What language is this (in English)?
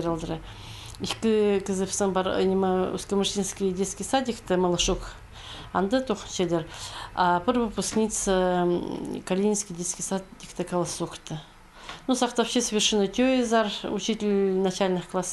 Khakas